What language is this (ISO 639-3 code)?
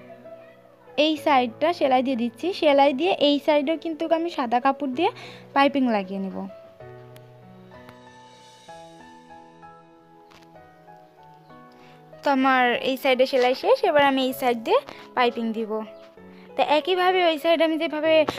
ben